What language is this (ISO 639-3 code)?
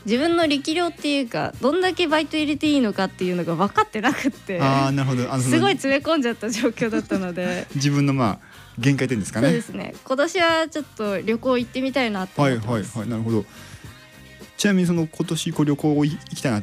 jpn